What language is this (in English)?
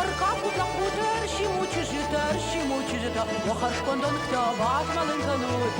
Ossetic